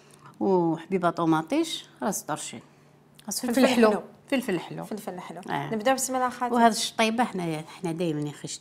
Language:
Algerian Arabic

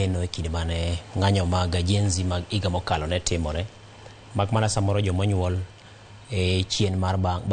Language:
Luo (Kenya and Tanzania)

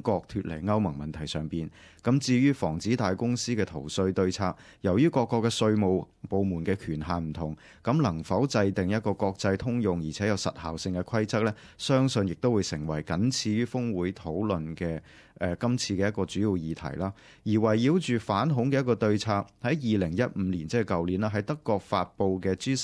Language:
Cantonese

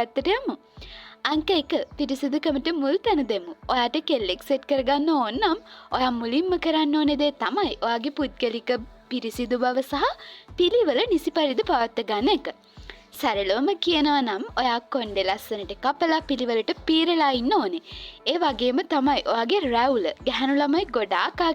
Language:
Sinhala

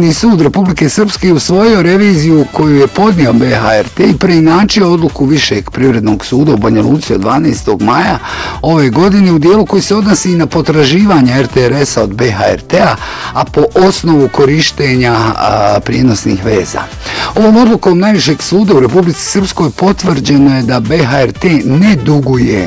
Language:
Bosnian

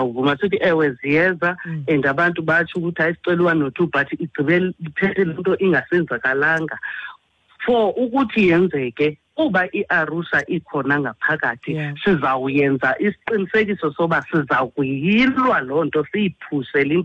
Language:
Xhosa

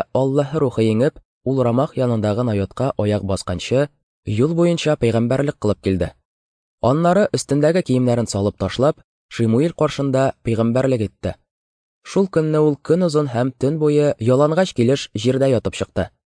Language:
Tatar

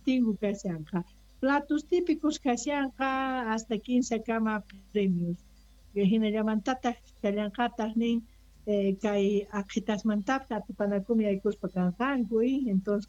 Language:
Quechua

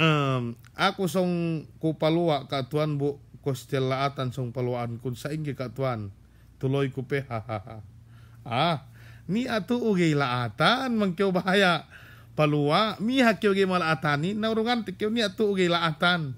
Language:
Yakan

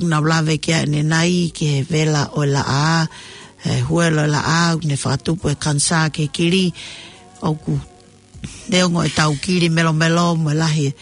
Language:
Tongan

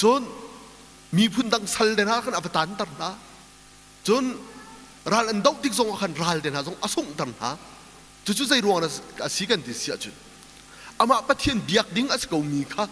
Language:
Hakha Chin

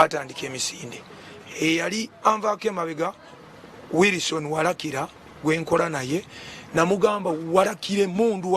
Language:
Ganda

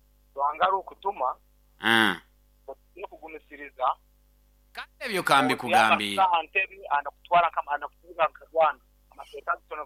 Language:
Nyoro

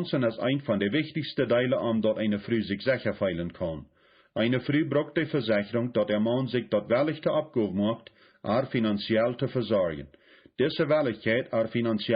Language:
Plautdietsch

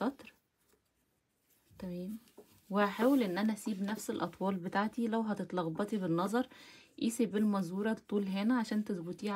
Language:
Egyptian Arabic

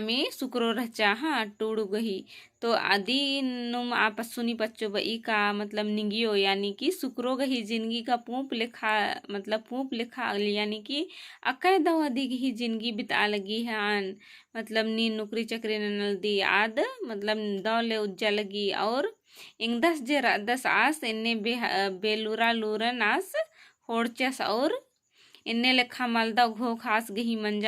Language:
Kurukh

